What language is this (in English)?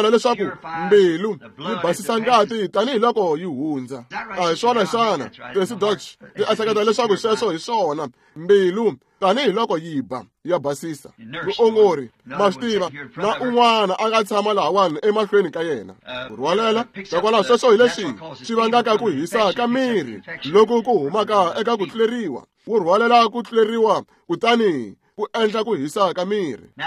Tsonga